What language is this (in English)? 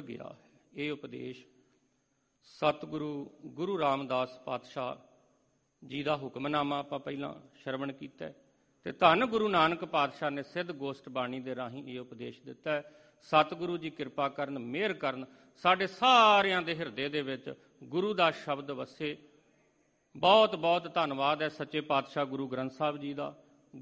Punjabi